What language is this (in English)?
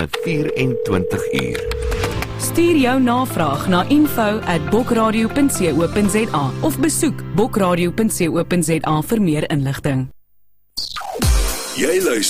Afrikaans